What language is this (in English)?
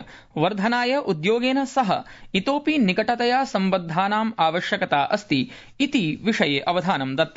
Sanskrit